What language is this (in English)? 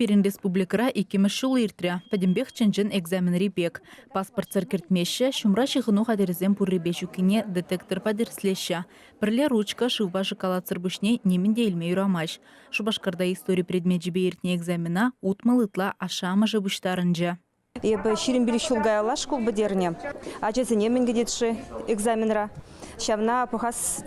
Chuvash